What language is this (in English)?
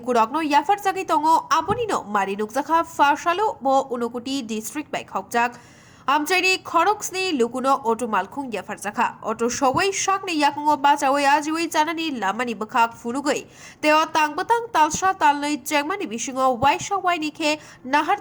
Kok Borok